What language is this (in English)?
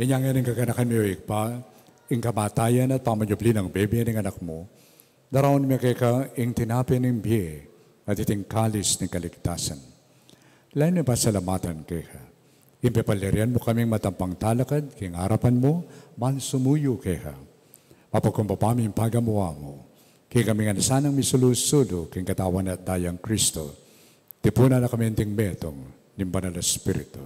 Pampanga